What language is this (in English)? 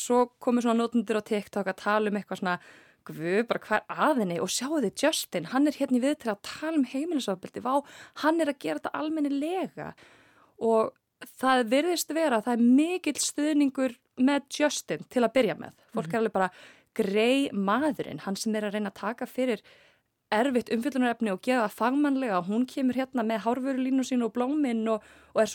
Icelandic